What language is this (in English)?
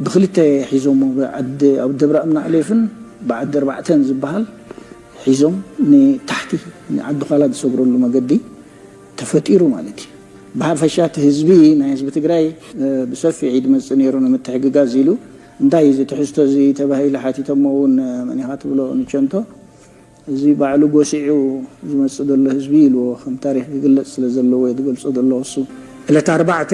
Tigrinya